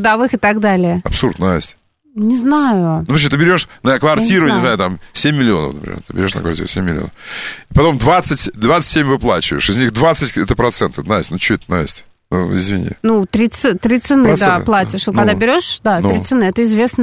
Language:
Russian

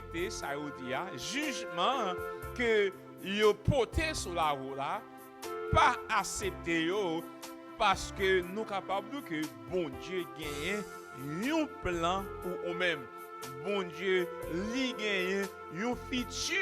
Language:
Haitian Creole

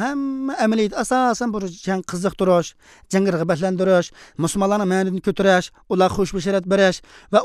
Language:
Uyghur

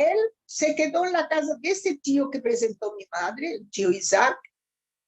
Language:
Ladino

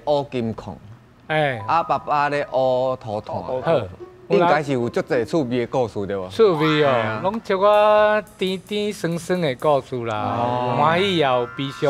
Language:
Min Nan Chinese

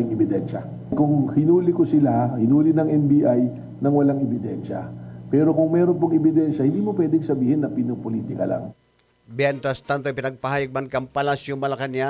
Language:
Bikol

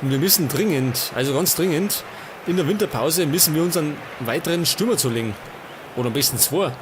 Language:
Bavarian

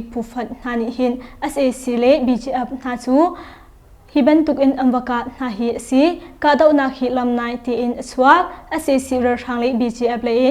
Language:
Hakha Chin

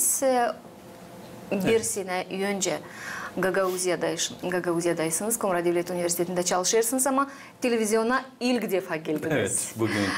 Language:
Gagauz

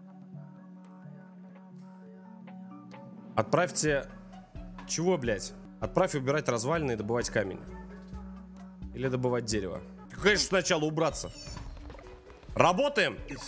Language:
Russian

